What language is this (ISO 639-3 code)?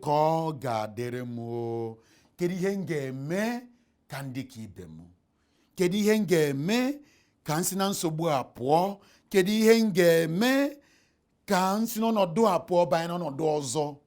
ibo